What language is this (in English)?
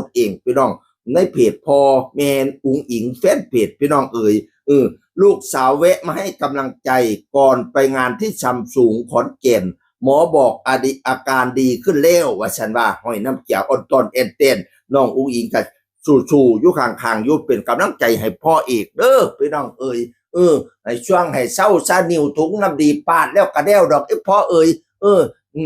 Northeastern Thai